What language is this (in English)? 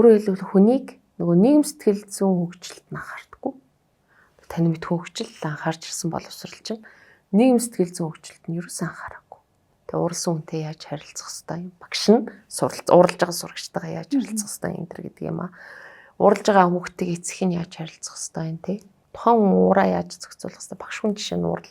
Mongolian